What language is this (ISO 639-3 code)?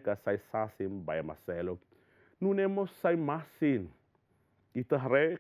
tet